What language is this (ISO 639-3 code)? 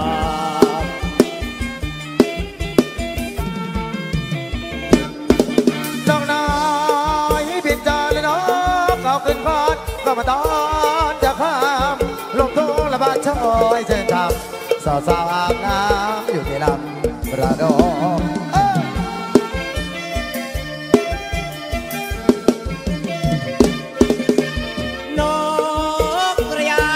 tha